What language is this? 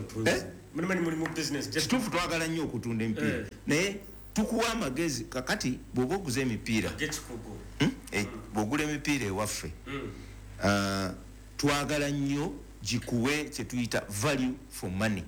Ganda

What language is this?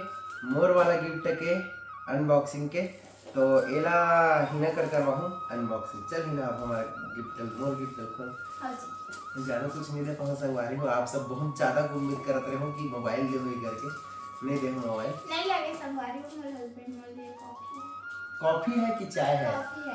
Chhattisgarhi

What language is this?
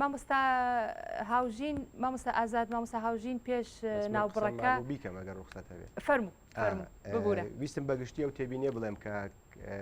Central Kurdish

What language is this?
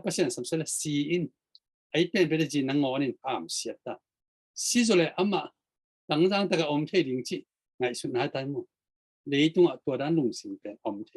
Tedim Chin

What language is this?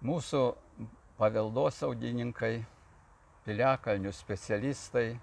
Lithuanian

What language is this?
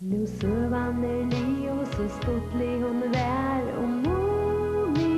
Faroese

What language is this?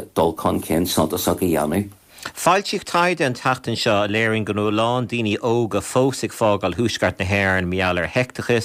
Irish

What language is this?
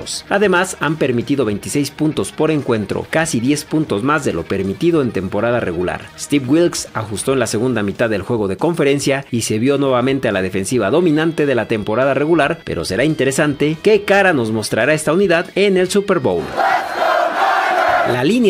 Spanish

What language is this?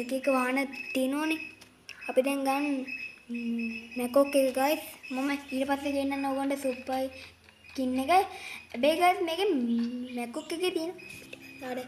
Sinhala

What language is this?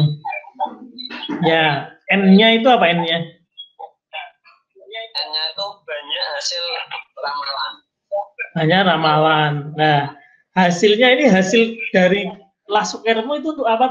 Indonesian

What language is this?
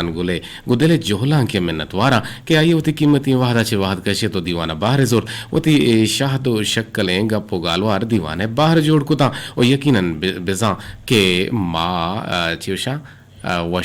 Eastern Balochi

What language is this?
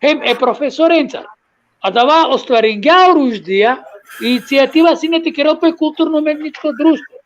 Balkan Romani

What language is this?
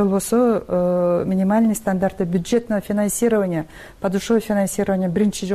Kyrgyz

